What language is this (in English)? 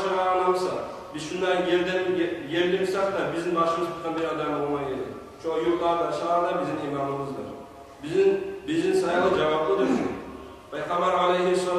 Kumyk